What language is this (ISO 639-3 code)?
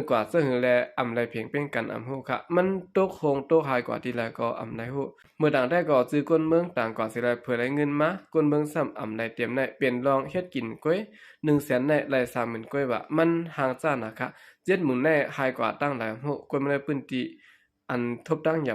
shn